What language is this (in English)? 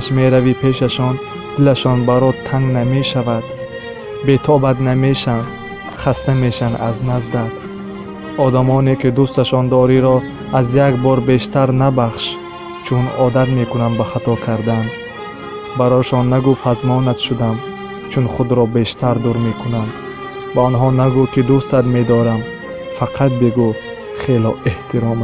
Tajik